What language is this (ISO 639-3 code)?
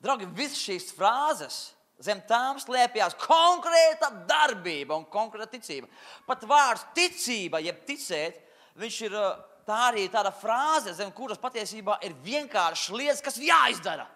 lav